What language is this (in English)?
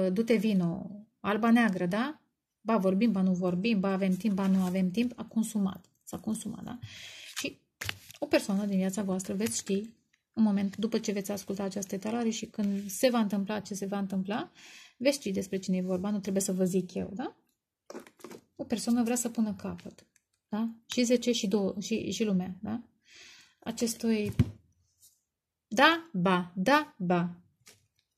Romanian